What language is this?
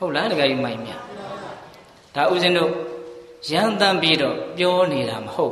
Burmese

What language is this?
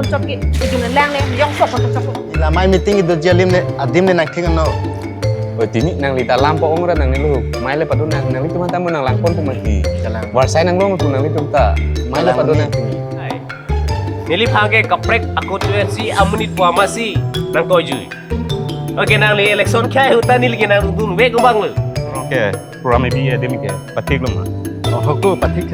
Karbi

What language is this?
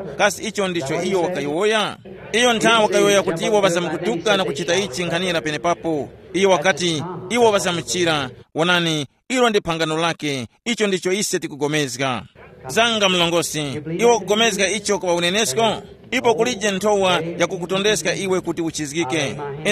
Tumbuka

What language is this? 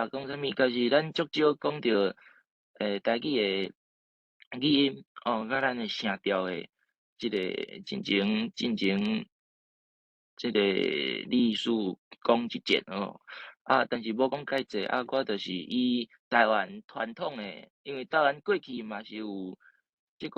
Min Nan Chinese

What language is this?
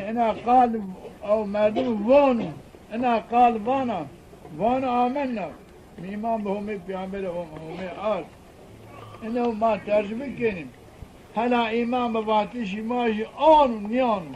Zaza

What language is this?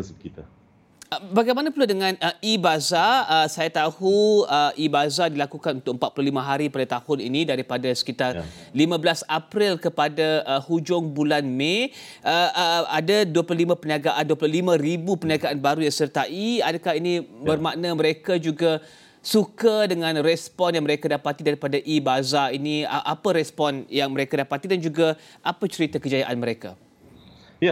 Malay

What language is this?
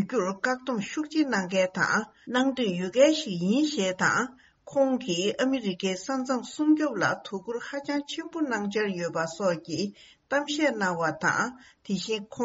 Tibetan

